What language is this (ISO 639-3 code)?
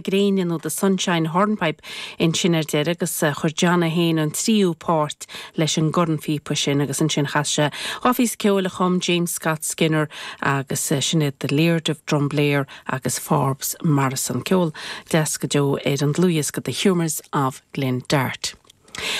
gle